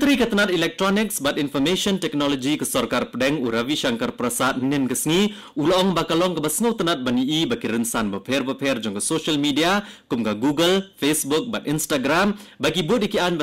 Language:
Khasi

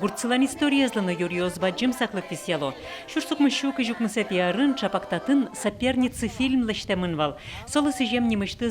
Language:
Udmurt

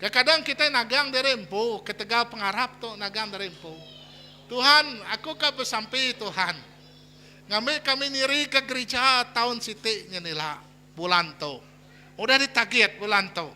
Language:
Iban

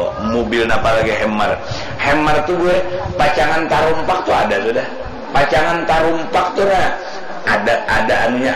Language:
Banjar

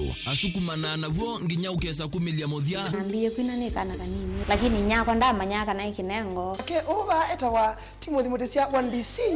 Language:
Kamba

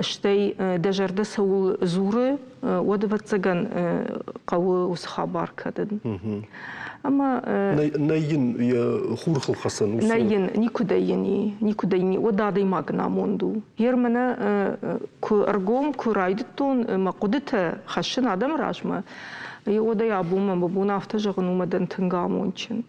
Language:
Ossetic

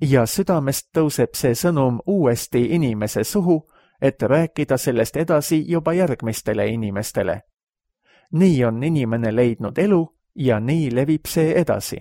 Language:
Estonian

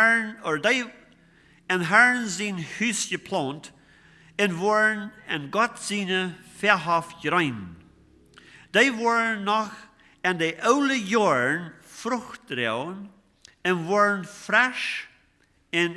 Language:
Plautdietsch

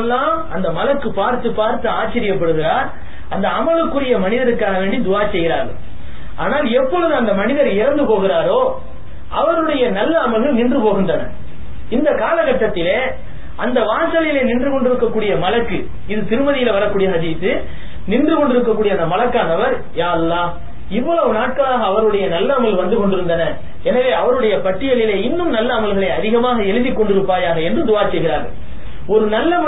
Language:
Tamil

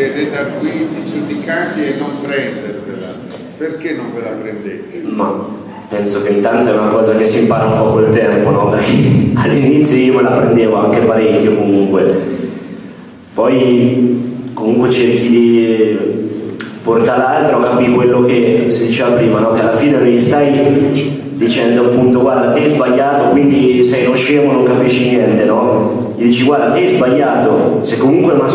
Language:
Italian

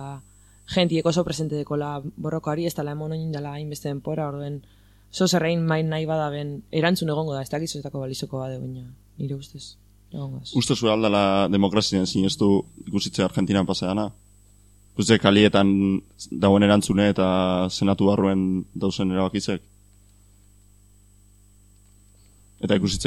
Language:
Basque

